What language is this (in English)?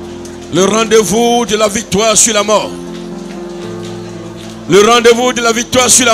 French